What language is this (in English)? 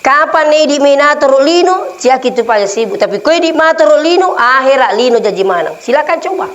Buginese